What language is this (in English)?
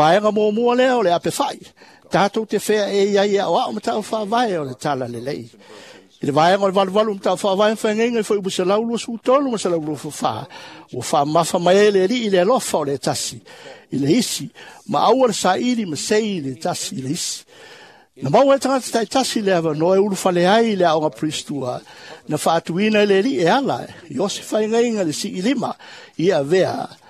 Samoan